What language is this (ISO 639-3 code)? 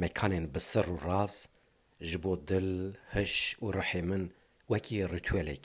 kur